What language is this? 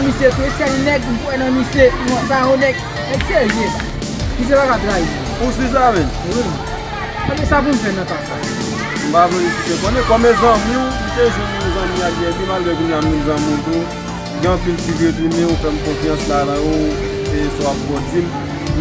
Haitian Creole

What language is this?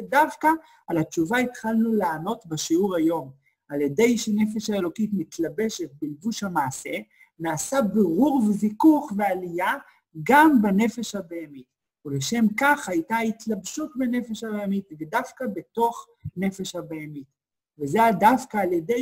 Hebrew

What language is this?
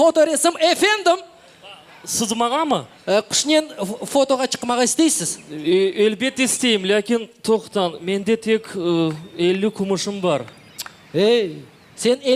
Crimean Tatar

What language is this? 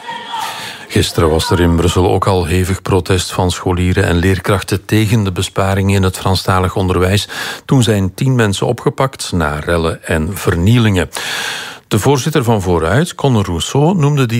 Dutch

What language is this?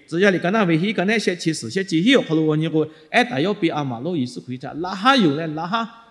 Lahu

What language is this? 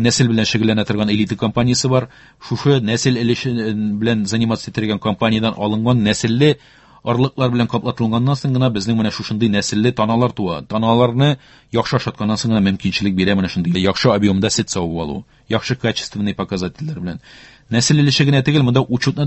Tatar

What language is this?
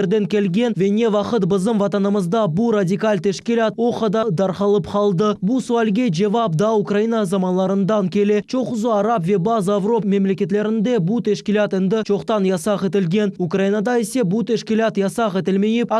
Crimean Tatar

